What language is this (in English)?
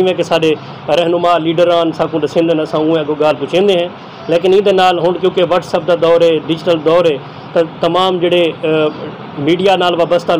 Saraiki